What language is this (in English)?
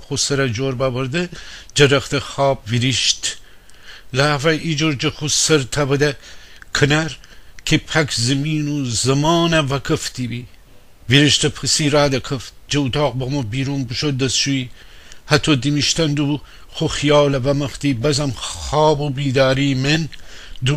Gilaki